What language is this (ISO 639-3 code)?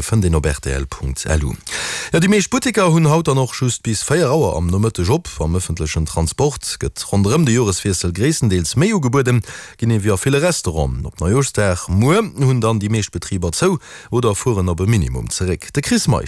ltz